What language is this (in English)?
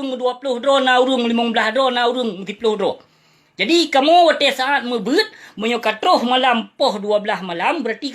Achinese